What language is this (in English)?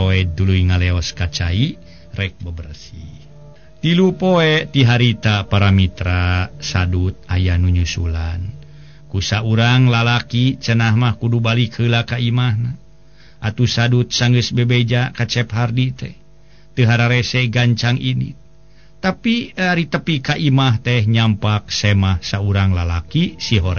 Sundanese